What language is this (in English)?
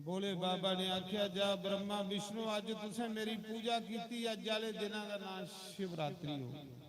Dogri